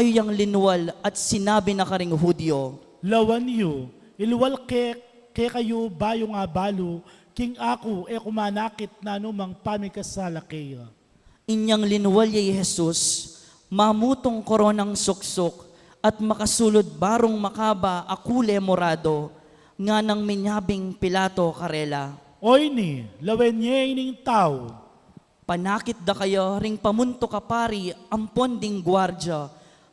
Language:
Pampanga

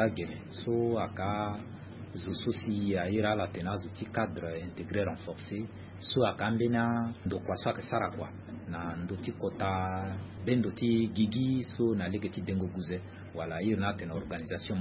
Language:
Sango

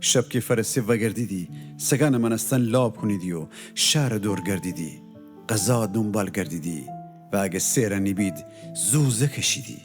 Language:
Gilaki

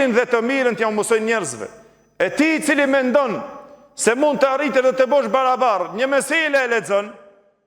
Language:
Albanian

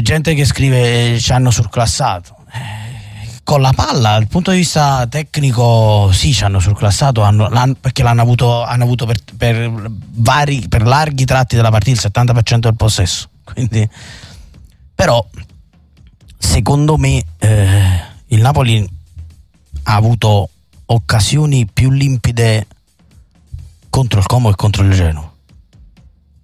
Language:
Italian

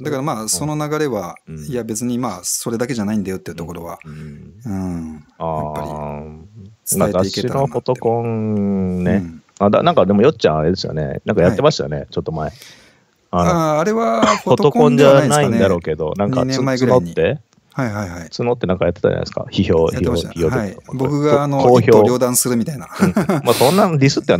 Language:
Japanese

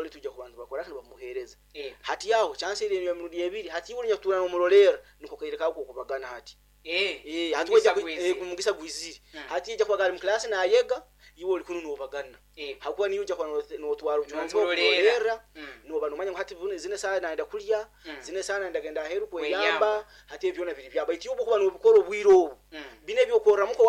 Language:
Nyoro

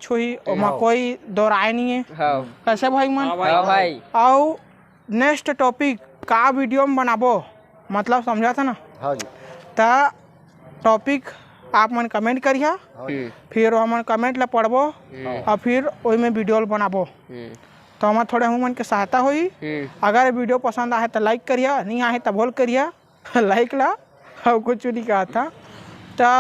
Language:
Chhattisgarhi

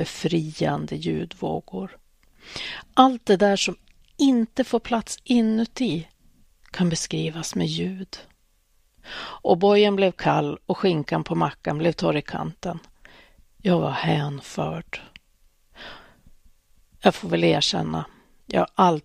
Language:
Swedish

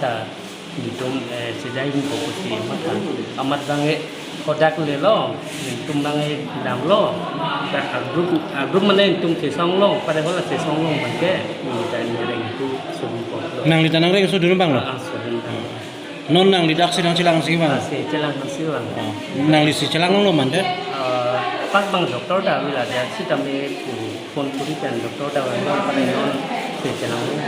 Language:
Karbi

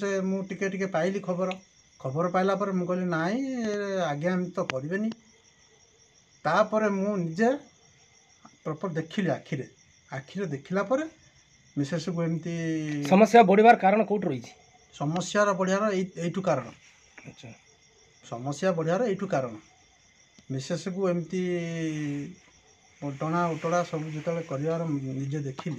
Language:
Odia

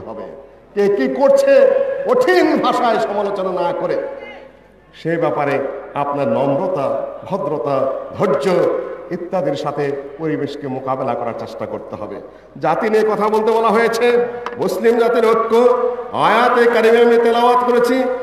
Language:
Bangla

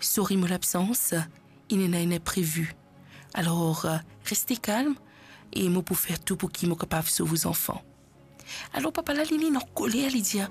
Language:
Morisyen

